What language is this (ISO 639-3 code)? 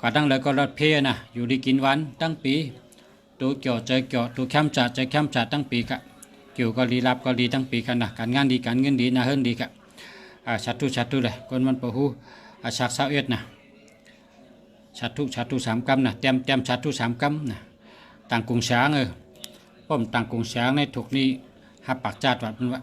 shn